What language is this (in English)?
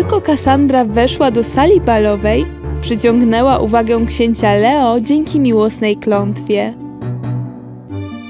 Polish